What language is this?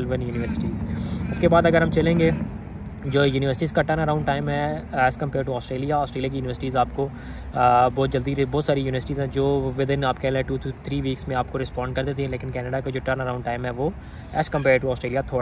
Hindi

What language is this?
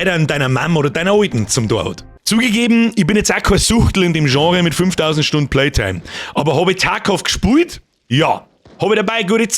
Bavarian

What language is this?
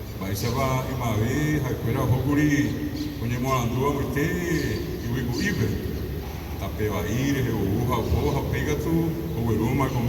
Guarani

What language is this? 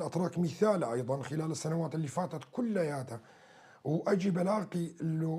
North Levantine Arabic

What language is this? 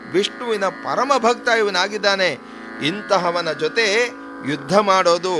Kannada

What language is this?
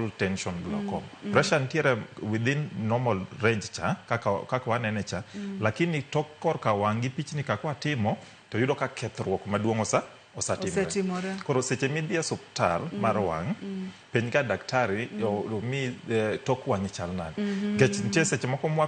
Luo (Kenya and Tanzania)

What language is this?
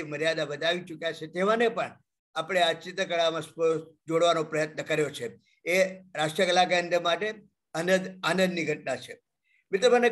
Gujarati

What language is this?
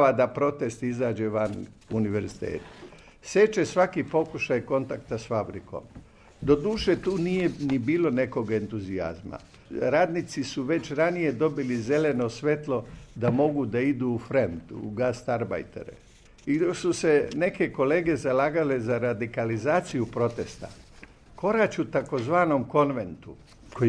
Serbian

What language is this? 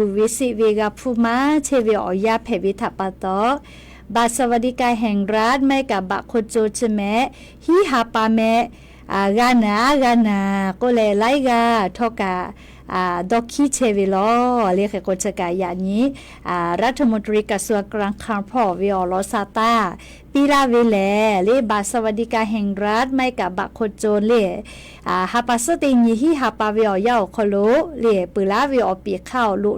Lahu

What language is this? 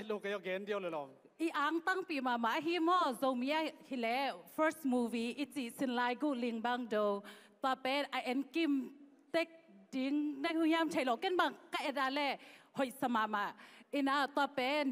Tedim Chin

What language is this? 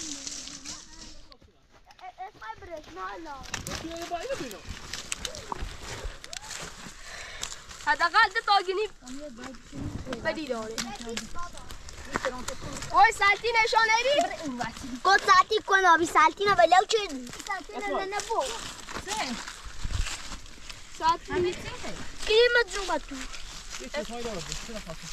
Persian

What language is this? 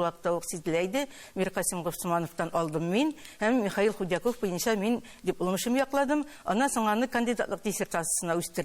Tatar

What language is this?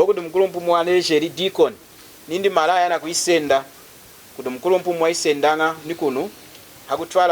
Lunda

